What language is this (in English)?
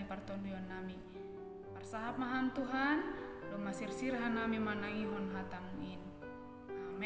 Batak Simalungun